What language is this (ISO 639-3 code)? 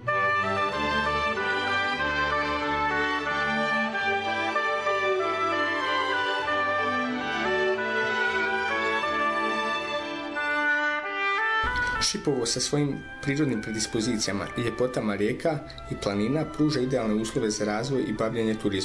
bos